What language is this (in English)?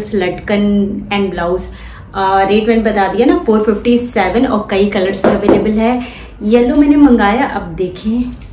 Hindi